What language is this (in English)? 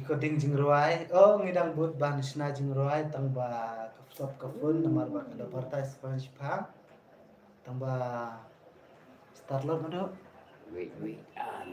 Khasi